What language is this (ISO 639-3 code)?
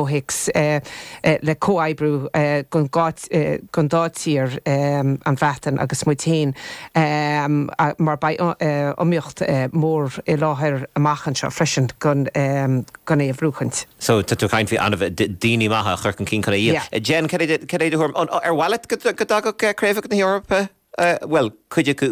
gle